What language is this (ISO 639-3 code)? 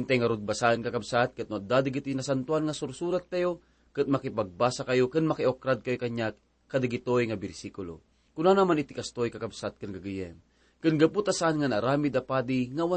ilo